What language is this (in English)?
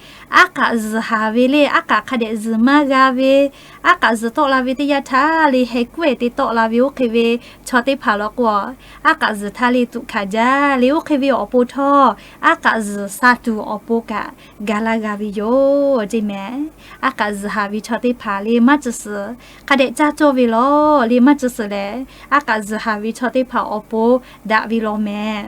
Lahu